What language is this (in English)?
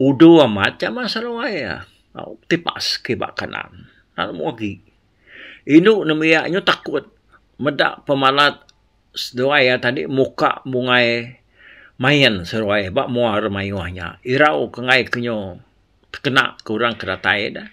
Iban